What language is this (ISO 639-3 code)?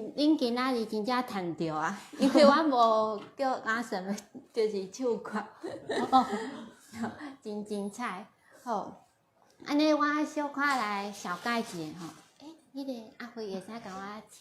nan